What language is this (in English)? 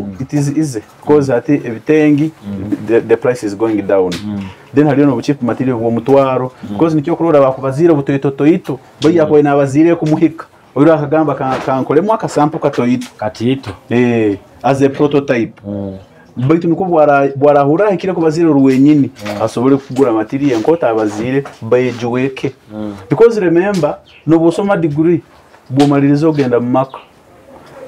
Nyoro